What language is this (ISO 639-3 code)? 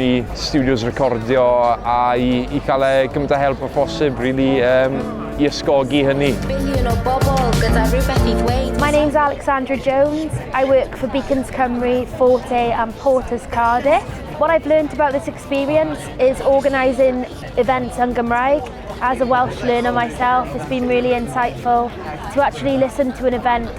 cym